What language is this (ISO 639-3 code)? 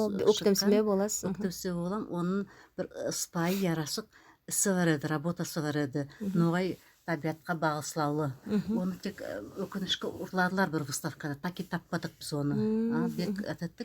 nog